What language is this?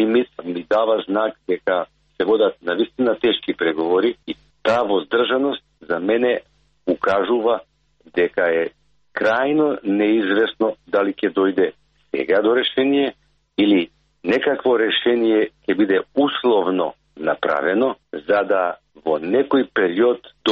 Macedonian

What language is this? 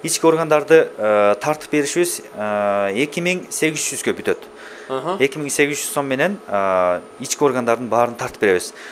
Kyrgyz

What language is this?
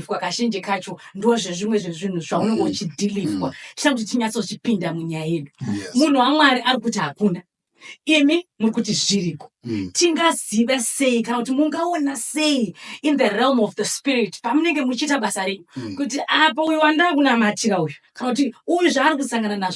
Shona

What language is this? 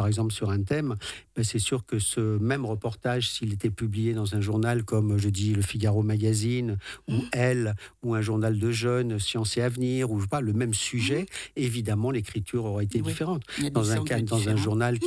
French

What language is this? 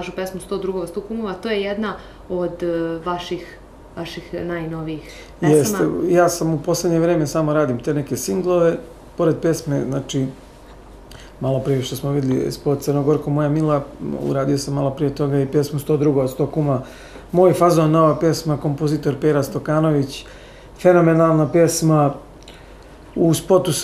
Serbian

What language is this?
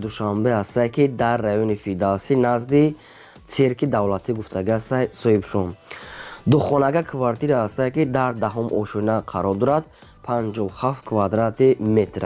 Tajik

